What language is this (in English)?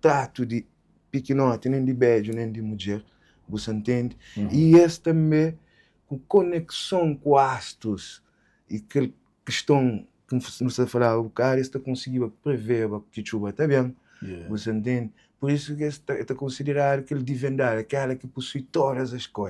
Kabuverdianu